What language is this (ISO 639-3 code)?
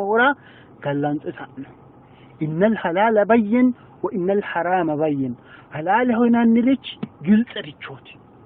sid